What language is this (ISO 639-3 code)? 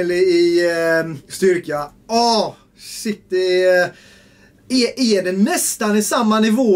swe